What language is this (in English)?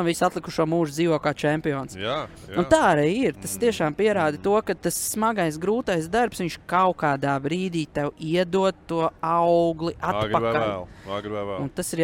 Latvian